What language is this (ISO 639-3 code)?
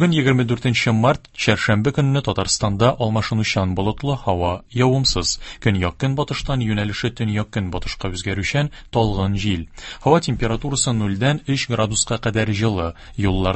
tat